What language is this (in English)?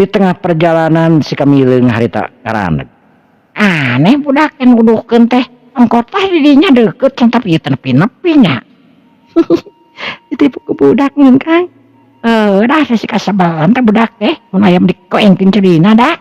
Sundanese